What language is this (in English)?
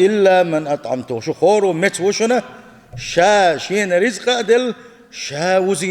Chechen